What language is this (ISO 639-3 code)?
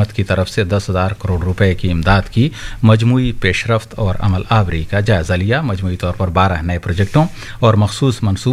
urd